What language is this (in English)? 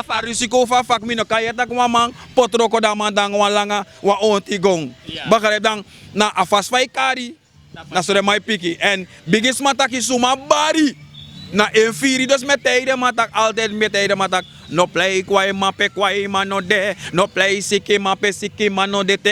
Sranan Tongo